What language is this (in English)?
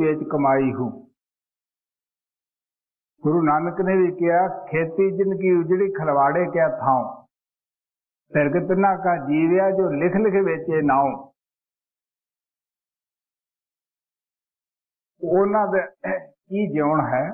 Punjabi